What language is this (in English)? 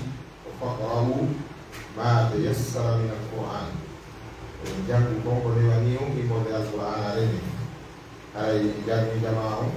Pular